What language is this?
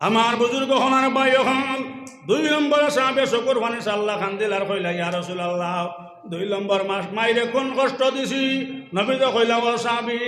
Sylheti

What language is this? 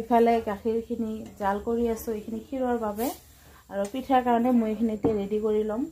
Assamese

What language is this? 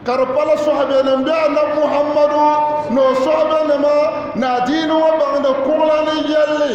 Dagbani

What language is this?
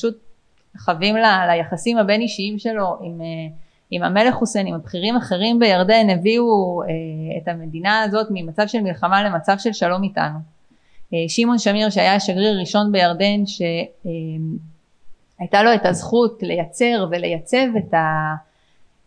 Hebrew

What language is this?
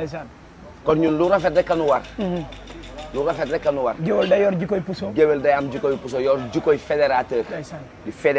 Wolof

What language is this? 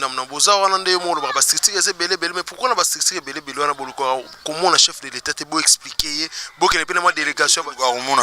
Lingala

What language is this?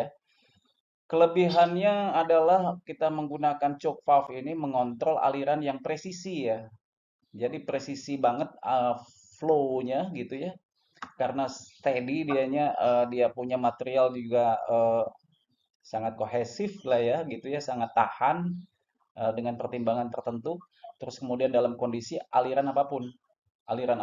Indonesian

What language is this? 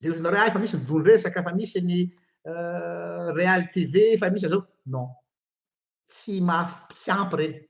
Malagasy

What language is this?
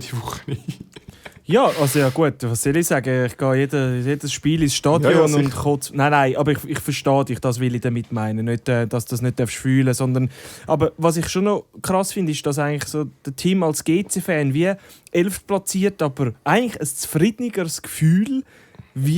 Swiss German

